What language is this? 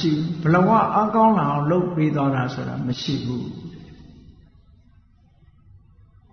Burmese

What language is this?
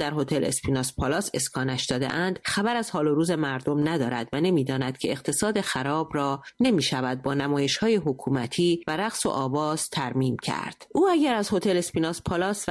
Persian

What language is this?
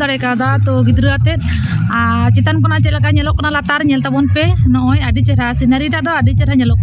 Santali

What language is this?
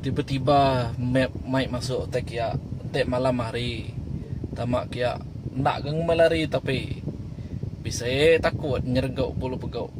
Iban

